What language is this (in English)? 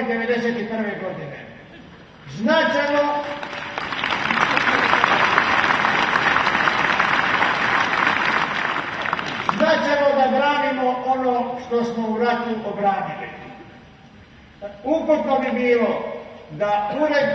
Croatian